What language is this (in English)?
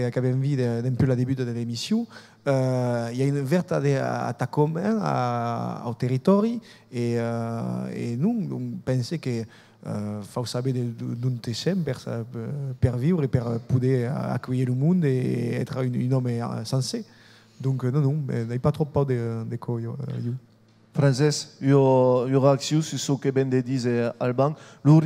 Occitan